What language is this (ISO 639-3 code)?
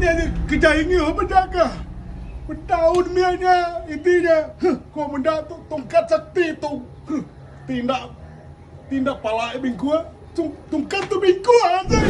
iba